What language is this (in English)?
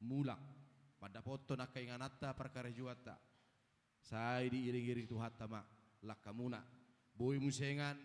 Batak Toba